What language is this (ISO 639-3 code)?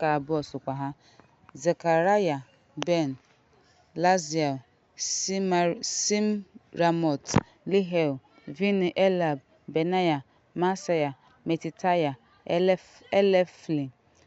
ibo